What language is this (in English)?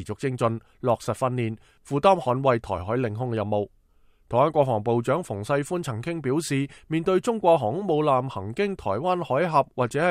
Cantonese